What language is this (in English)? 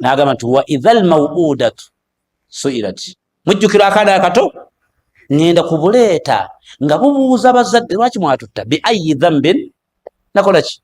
Ganda